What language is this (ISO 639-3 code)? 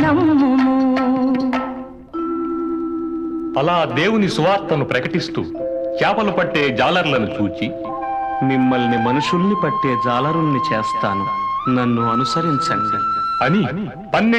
tel